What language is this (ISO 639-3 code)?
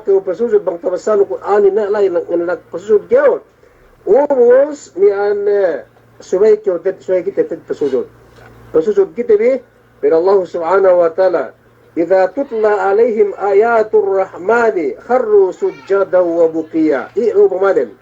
yka